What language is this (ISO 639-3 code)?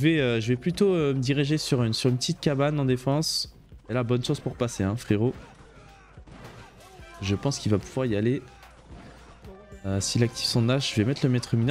fra